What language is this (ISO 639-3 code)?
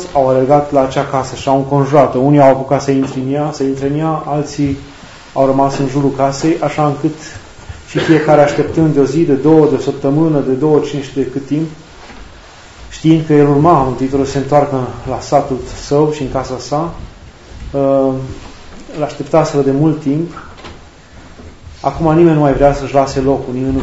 ron